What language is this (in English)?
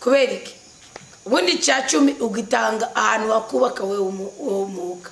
Rundi